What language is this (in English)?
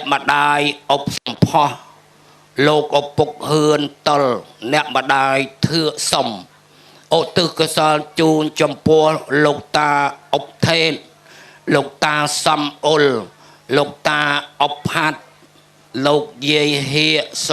Khmer